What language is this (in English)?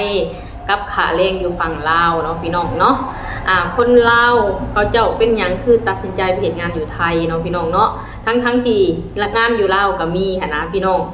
Lao